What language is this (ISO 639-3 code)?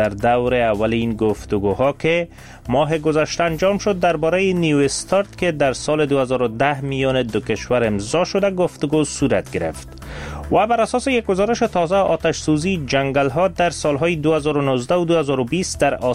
fas